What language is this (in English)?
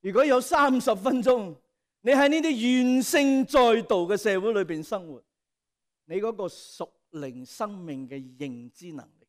Cantonese